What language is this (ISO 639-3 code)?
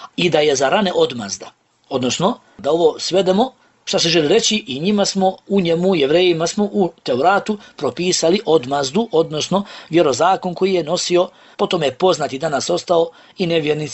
bos